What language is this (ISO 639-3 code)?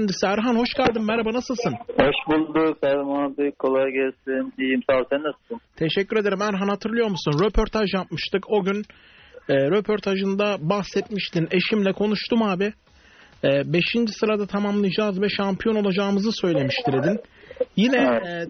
tur